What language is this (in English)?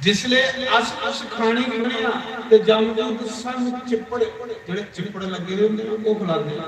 Dogri